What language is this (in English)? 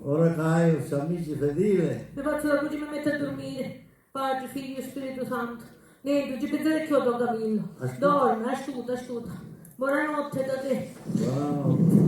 Sicilian